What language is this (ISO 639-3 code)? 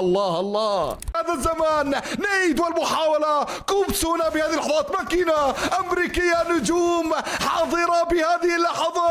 arz